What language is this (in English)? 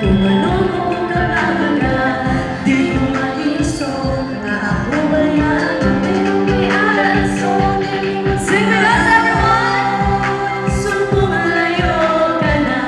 Hiligaynon